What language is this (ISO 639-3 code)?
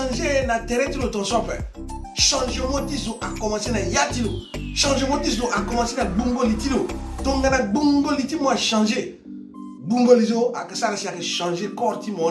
sag